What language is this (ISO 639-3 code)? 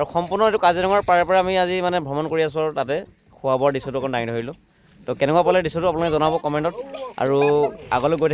asm